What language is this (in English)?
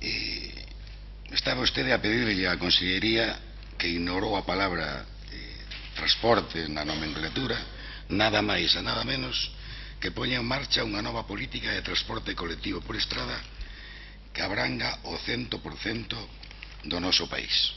Galician